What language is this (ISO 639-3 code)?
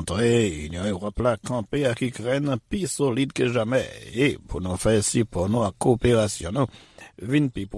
hat